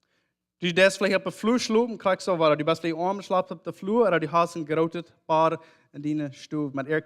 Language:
Plautdietsch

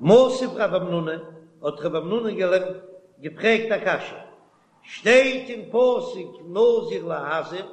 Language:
Yiddish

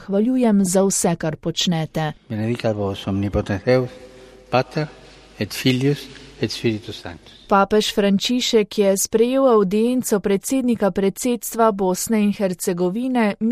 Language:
Slovenian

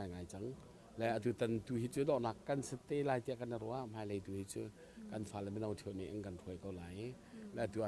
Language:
Hakha Chin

